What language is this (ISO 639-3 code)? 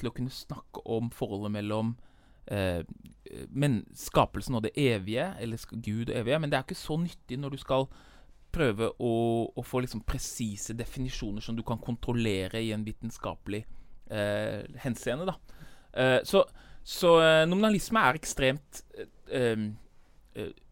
nor